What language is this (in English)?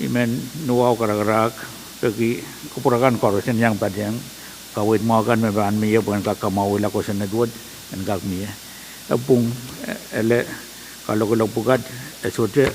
Pohnpeian